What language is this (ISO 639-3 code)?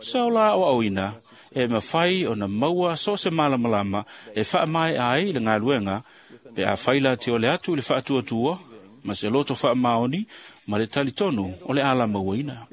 smo